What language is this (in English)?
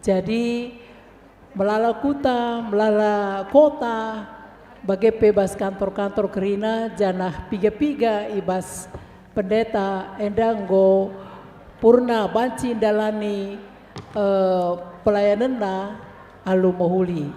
Batak Karo